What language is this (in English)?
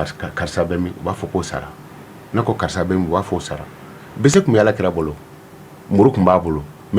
Bambara